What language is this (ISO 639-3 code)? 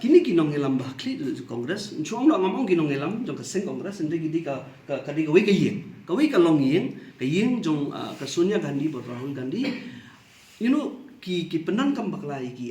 kha